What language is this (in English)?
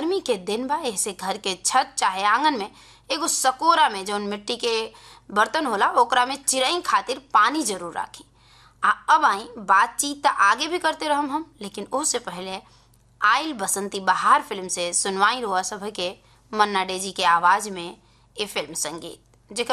Bhojpuri